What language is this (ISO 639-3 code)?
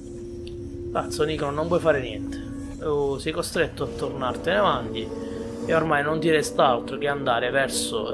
ita